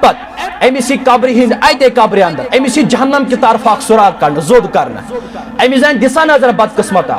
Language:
Kashmiri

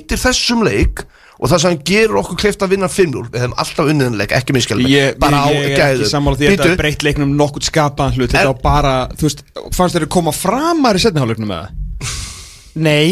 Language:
Icelandic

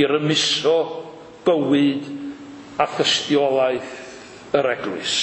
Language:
Welsh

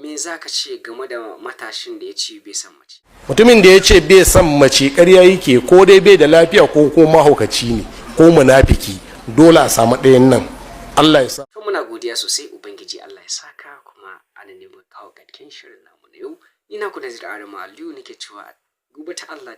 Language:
Hausa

